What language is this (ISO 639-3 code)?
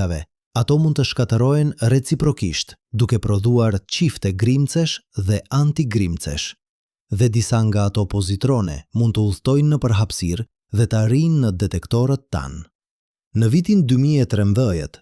sqi